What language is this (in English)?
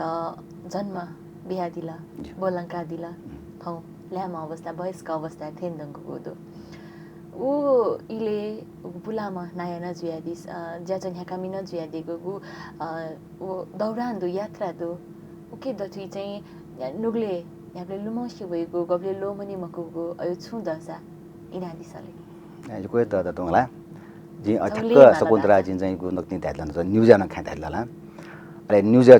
Newari